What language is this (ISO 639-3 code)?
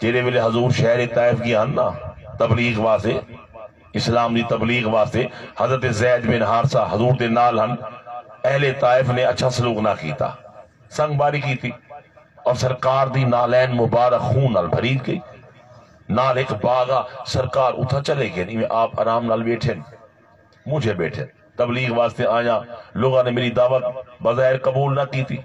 skr